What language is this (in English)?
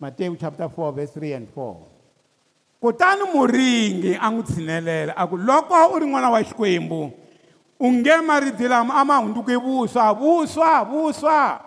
Tsonga